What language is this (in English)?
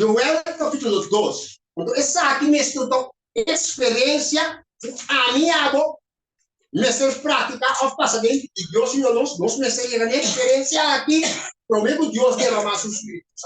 Papiamento